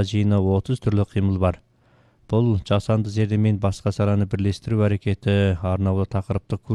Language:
Kazakh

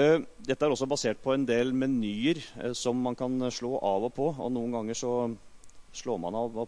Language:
Norwegian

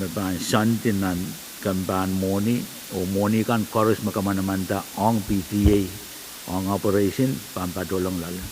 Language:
Pohnpeian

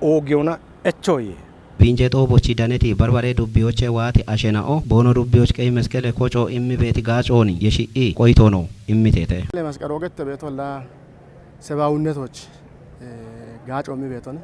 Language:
Kafa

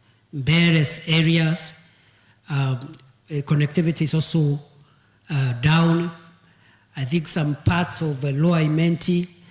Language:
Meru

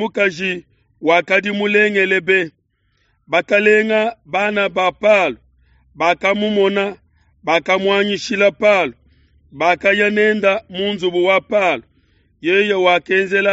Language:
Luba-Lulua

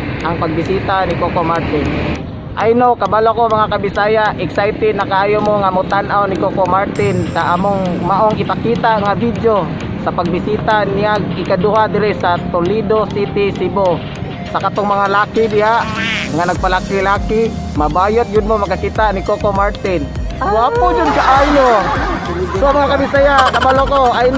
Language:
Cebuano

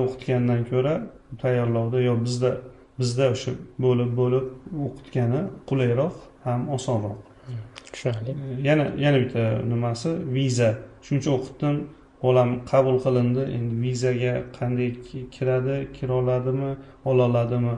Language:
Uzbek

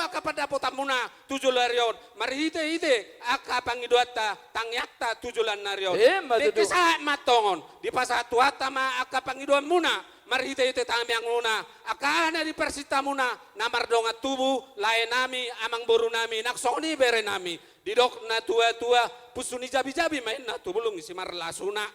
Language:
Batak Toba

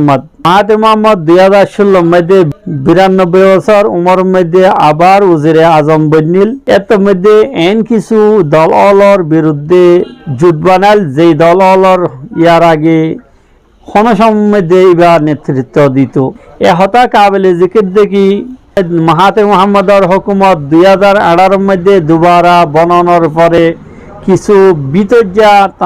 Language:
Rohingya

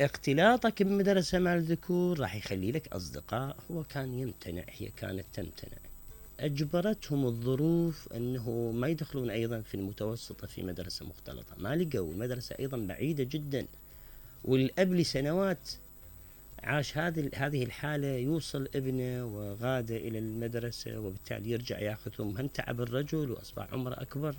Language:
Mesopotamian Arabic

